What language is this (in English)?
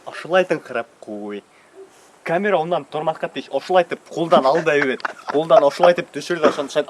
Bashkir